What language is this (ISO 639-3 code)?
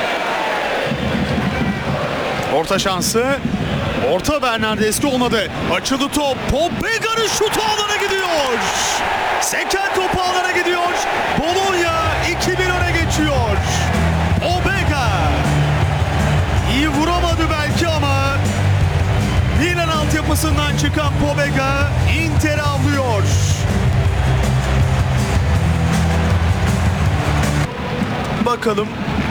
tur